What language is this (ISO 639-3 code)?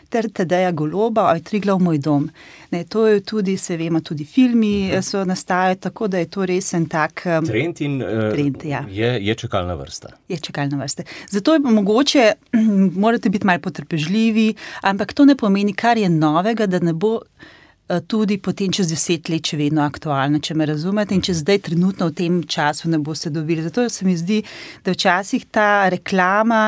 slv